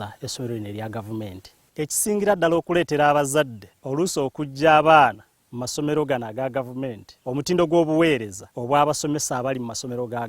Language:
Ganda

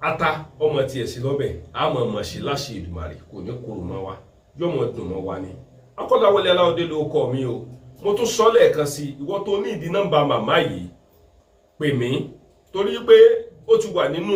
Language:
Yoruba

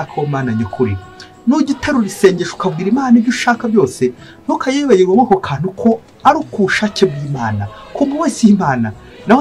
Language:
Kinyarwanda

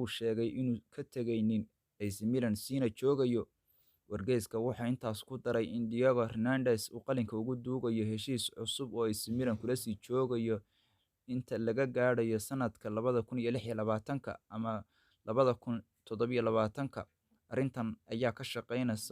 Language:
Somali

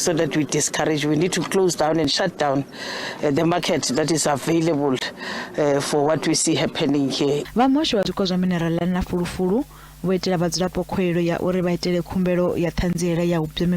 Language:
Venda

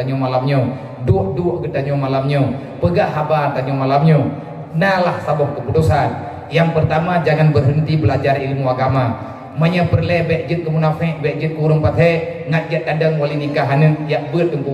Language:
Achinese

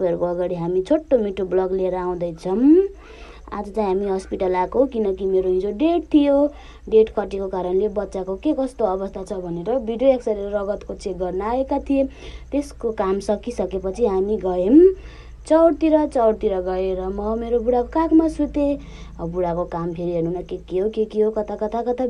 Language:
Nepali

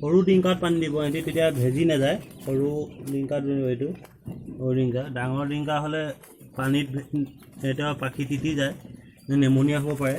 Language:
Assamese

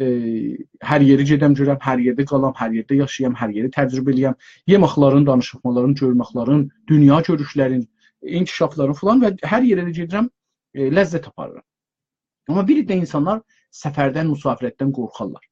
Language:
South Azerbaijani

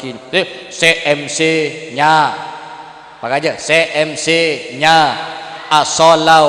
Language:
Madurese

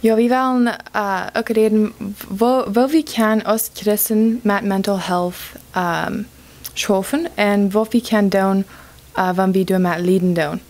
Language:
Plautdietsch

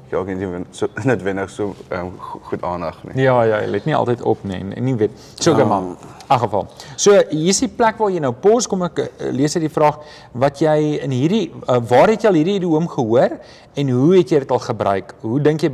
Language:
Afrikaans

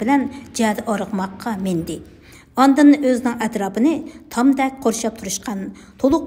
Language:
Uyghur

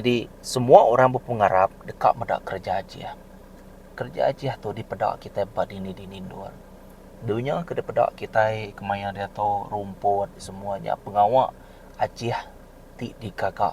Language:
Iban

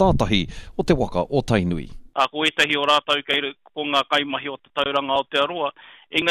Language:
Māori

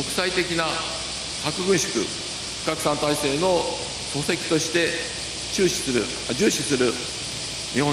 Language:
Japanese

